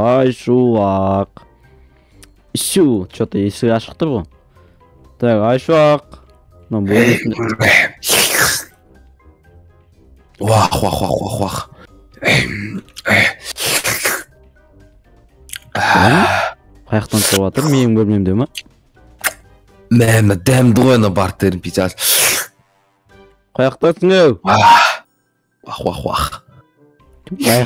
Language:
Kazakh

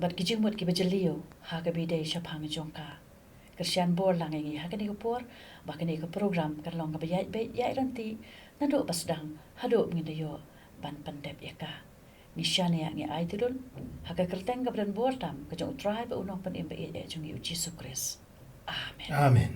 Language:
Khasi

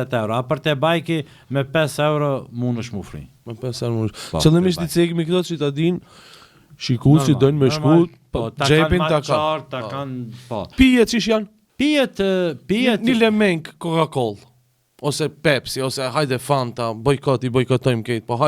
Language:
Albanian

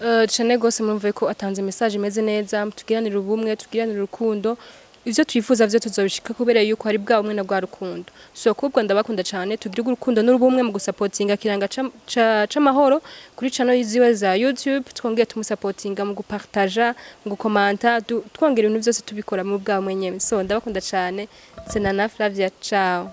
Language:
Rundi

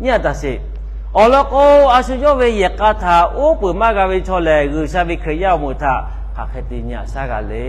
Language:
Lahu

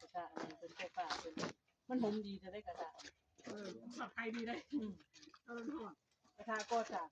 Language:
Northeastern Thai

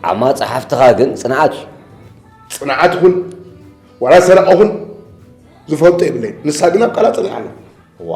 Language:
Tigrinya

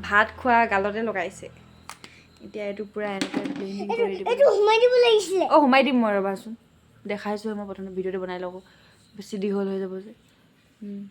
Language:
Assamese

